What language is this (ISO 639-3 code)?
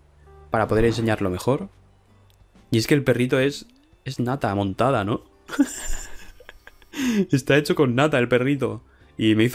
spa